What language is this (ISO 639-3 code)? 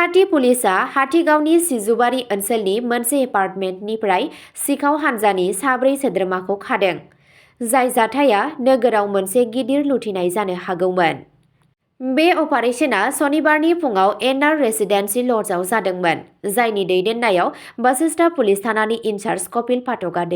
brx